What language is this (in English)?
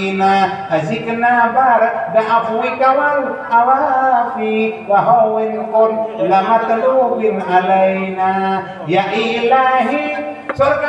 Achinese